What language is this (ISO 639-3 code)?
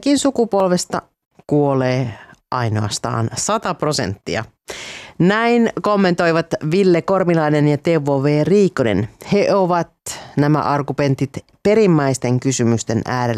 fin